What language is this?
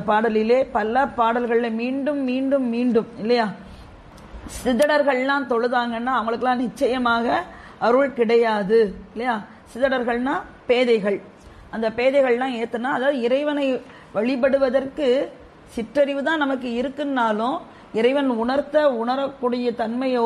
Tamil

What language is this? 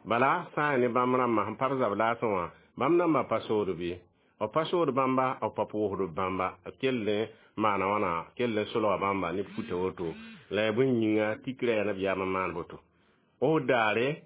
Mossi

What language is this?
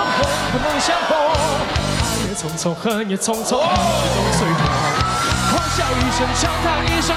Chinese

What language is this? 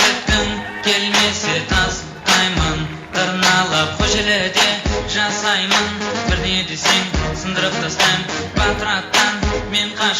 Kara-Kalpak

